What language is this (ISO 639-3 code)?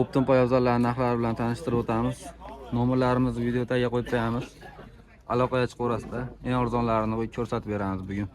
uzb